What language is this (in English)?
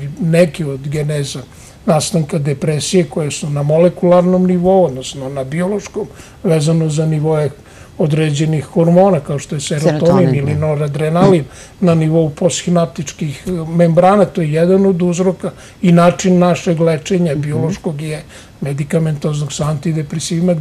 Serbian